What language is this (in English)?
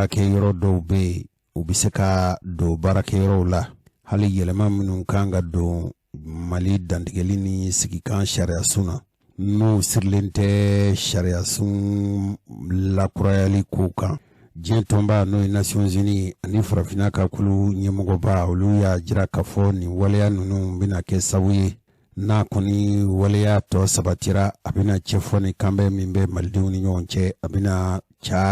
Bambara